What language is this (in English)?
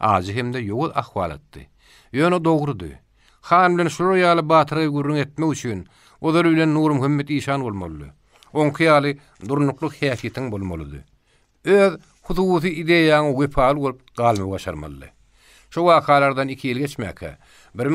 Turkmen